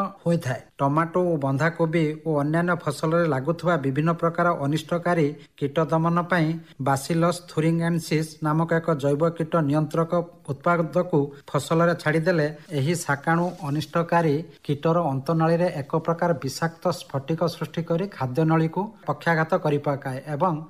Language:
Odia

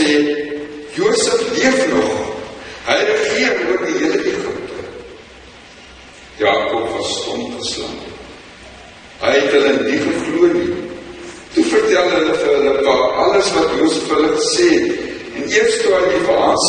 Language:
Afrikaans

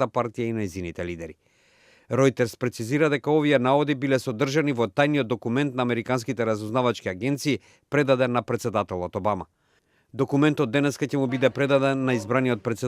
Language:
Macedonian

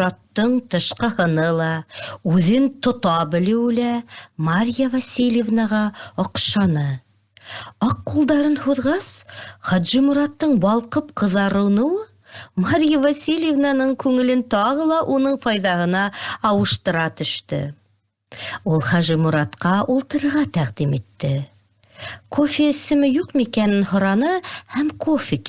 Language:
Bashkir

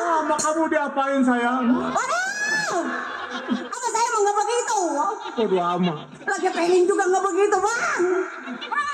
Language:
Betawi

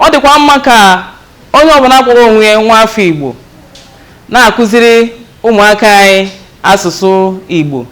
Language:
Igbo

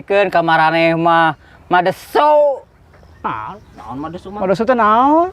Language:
Sundanese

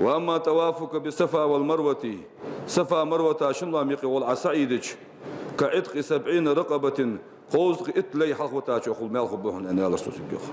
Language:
Ingush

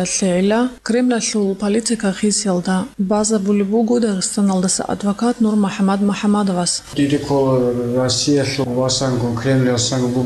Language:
Avaric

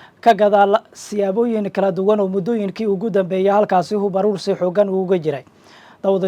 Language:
Somali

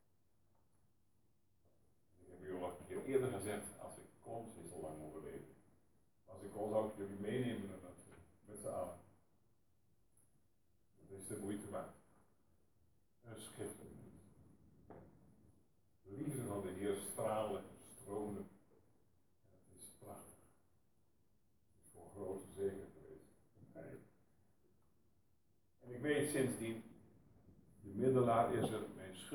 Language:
Dutch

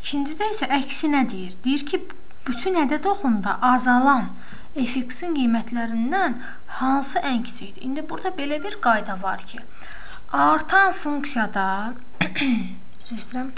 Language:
Azerbaijani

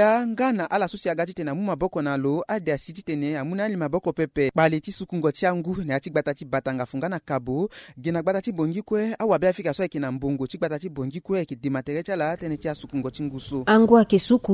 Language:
Sango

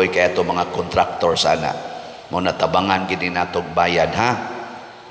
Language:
Cebuano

